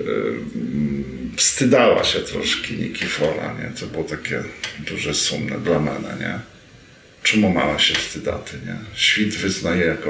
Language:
Rusyn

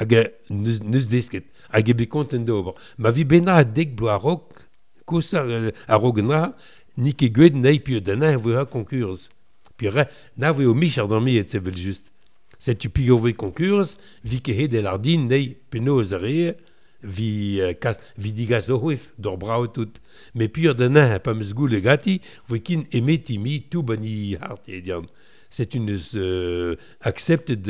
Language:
Breton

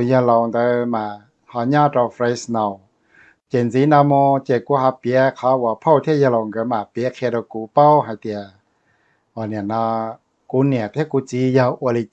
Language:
Hmong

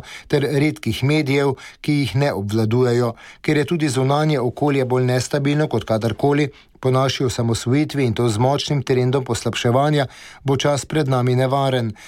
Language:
Slovenian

